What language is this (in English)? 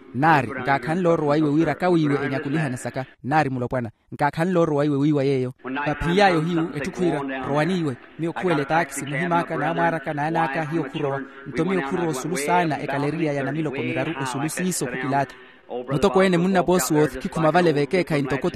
Makhuwa